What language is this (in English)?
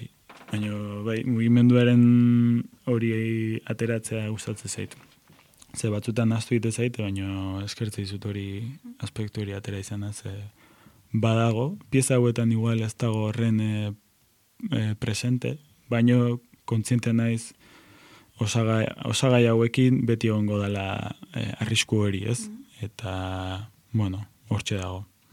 Basque